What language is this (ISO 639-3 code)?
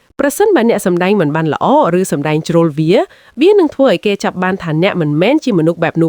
khm